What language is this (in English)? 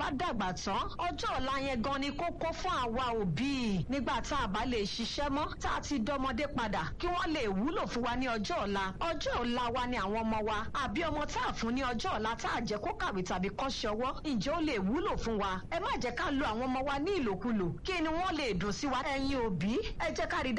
Yoruba